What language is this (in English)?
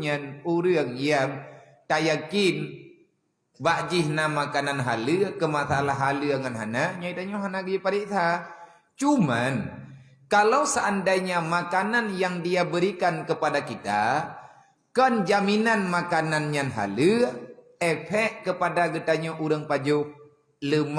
Achinese